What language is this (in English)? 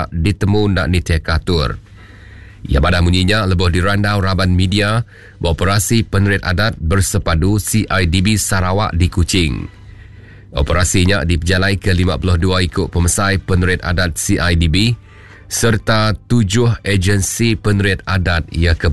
Iban